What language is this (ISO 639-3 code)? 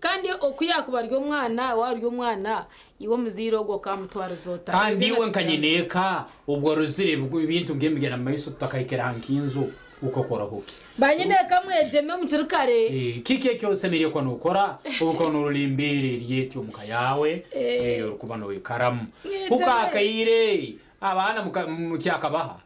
nyn